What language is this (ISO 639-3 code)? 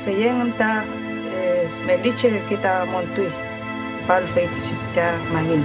arn